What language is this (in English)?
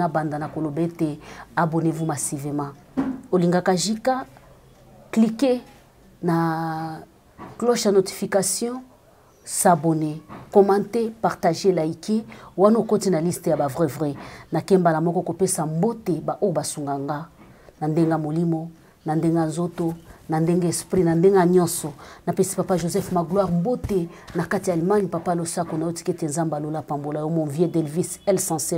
Lingala